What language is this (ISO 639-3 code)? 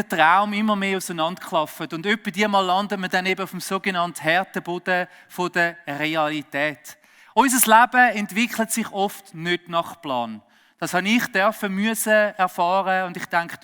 gsw